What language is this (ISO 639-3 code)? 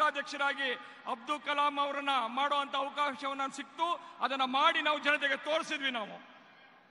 kan